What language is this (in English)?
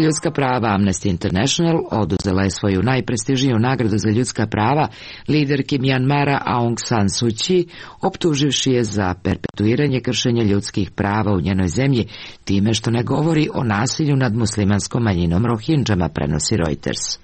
Serbian